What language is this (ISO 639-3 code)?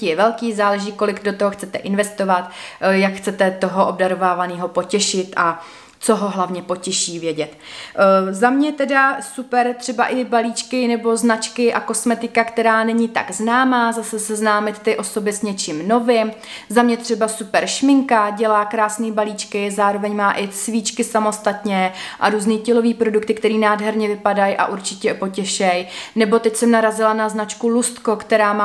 ces